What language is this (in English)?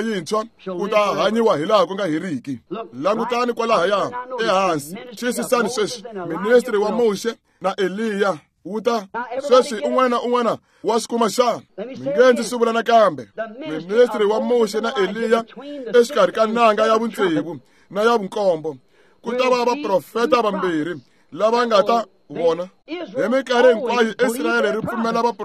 Tsonga